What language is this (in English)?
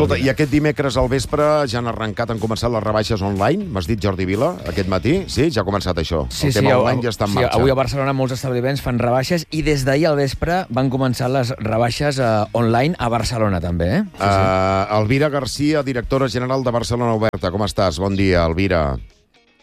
Catalan